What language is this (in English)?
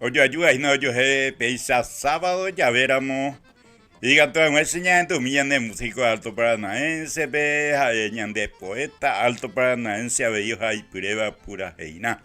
Guarani